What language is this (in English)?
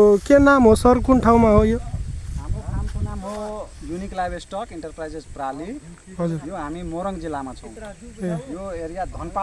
Nepali